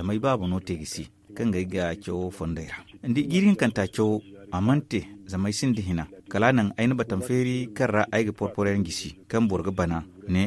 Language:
Zarma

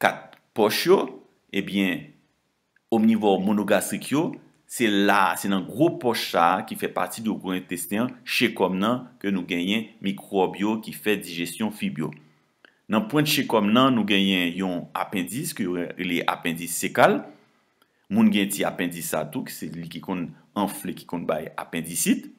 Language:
Haitian Creole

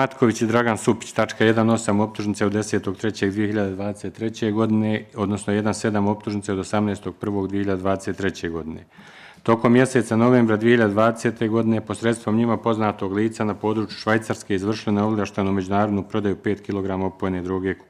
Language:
Bosnian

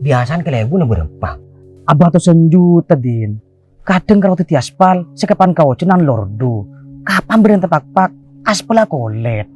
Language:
Madurese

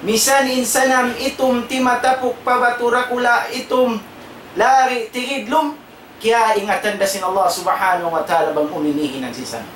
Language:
Tausug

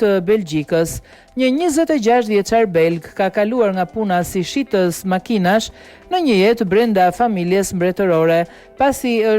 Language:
Albanian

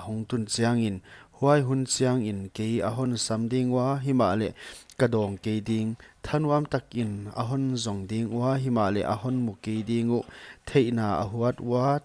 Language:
Paite Chin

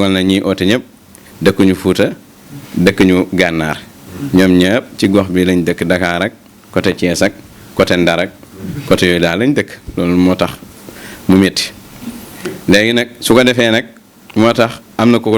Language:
Wolof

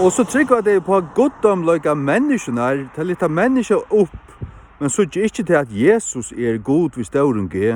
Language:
Faroese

